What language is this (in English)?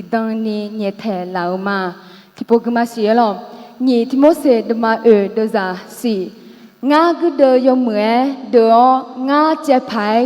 Akha